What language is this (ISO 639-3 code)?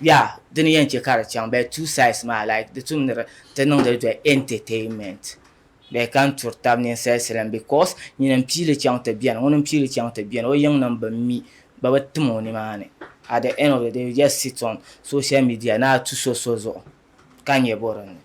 dag